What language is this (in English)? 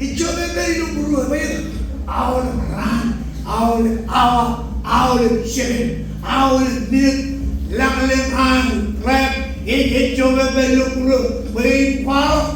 Marshallese